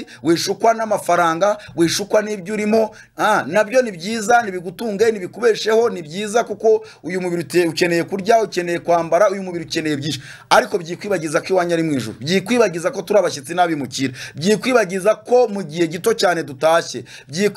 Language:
Kinyarwanda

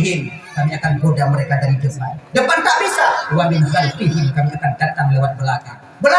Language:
Achinese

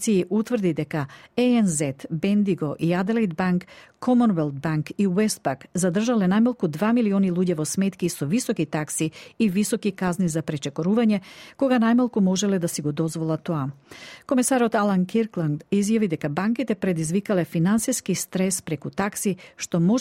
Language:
Macedonian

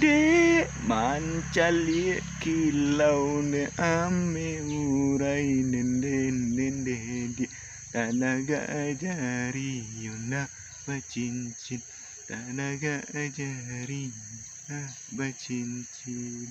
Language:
Minangkabau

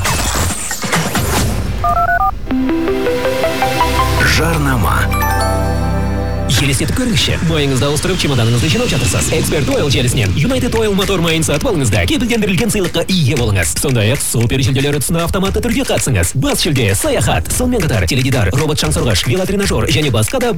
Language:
Kazakh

